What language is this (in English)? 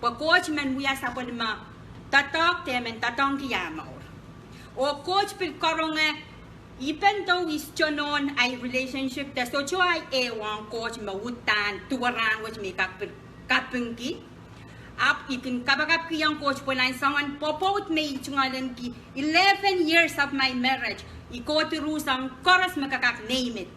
Pohnpeian